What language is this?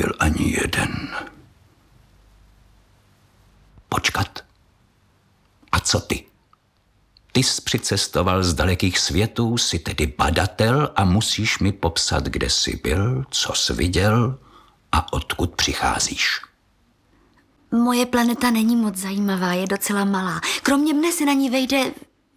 Czech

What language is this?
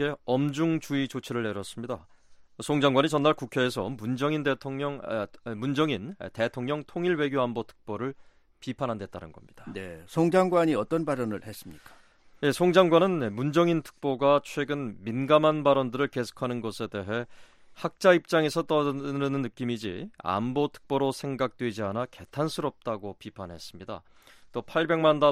Korean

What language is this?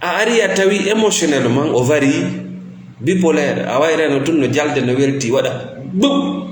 Fula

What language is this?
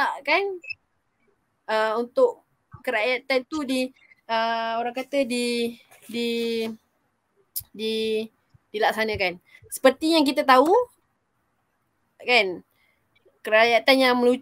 Malay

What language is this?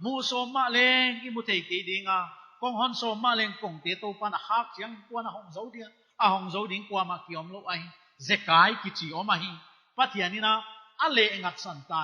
Paite Chin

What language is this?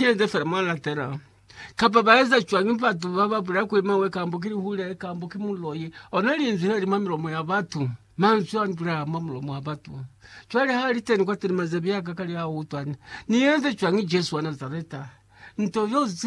Lozi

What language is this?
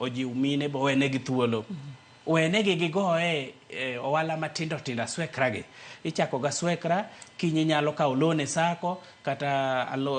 Luo (Kenya and Tanzania)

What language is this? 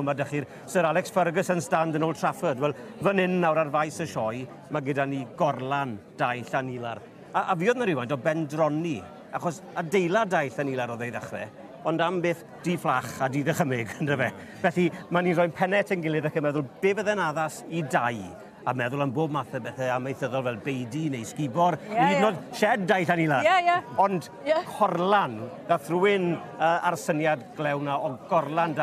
Welsh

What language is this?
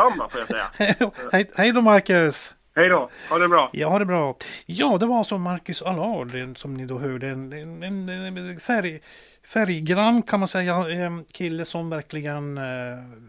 Swedish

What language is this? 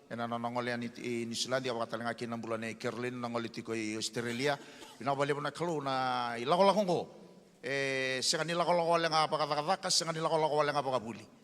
Fijian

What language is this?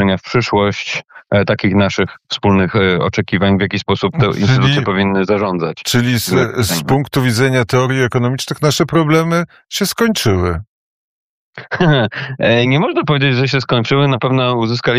Polish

